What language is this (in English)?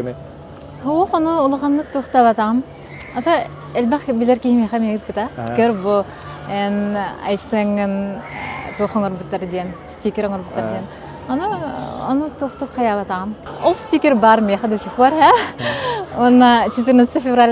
Yakut